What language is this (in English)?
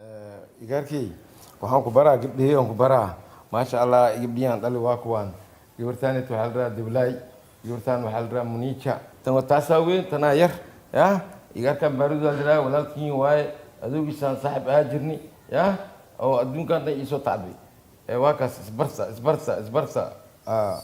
Somali